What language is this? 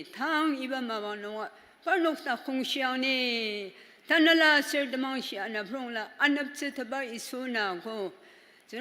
Ao Naga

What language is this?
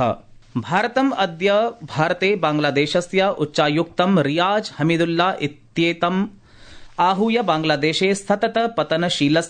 Sanskrit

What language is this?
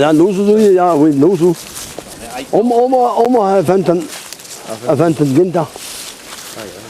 Breton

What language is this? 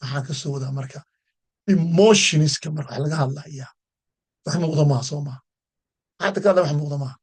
Somali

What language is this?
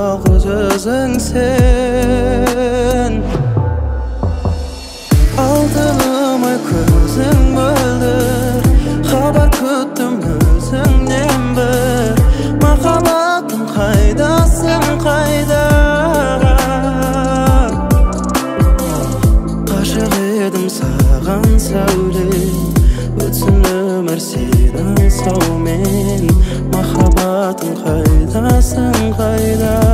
Kazakh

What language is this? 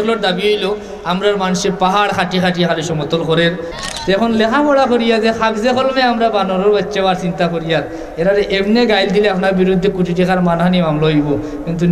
Sylheti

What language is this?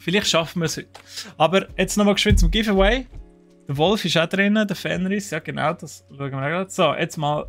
Swiss German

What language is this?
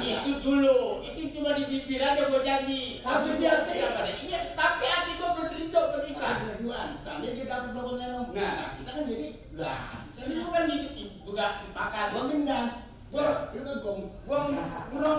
Betawi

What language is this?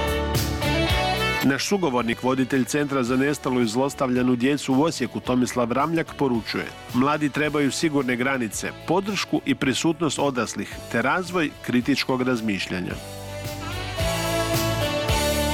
Croatian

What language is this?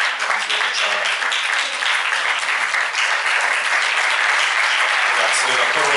Slovenian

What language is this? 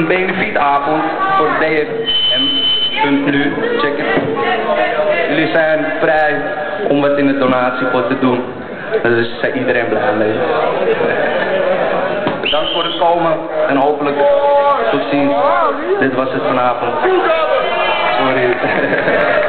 Dutch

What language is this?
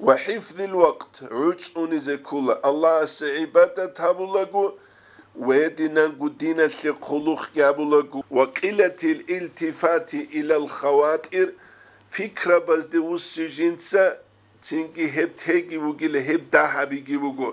Avaric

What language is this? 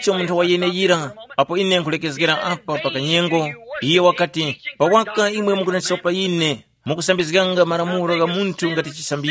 Tumbuka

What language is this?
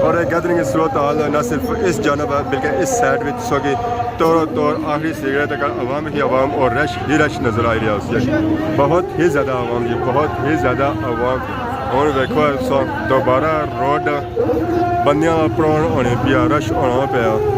Pahari-Potwari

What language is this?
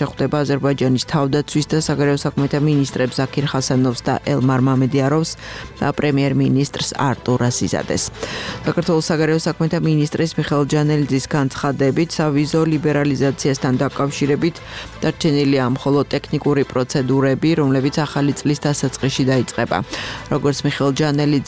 Georgian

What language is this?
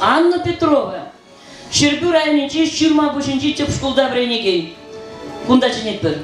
Chuvash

